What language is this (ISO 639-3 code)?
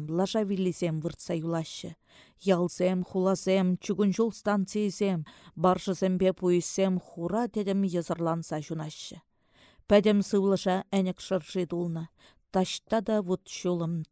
chv